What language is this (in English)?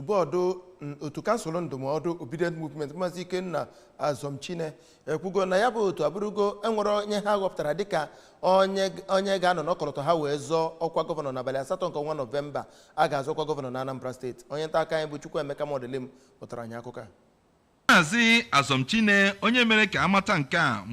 Igbo